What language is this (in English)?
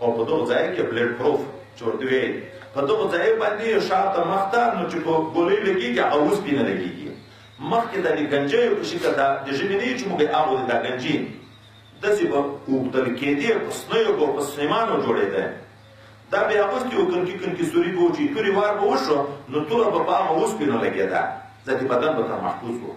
Pashto